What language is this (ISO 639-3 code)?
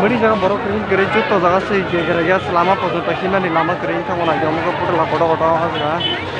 trp